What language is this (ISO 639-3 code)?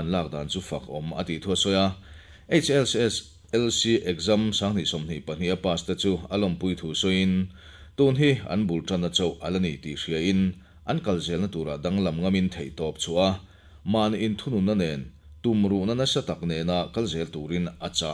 lus